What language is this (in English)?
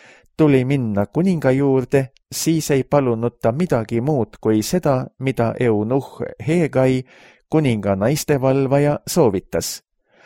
Estonian